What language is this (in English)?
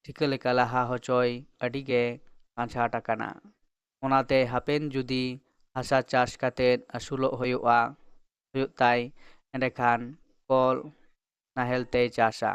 Santali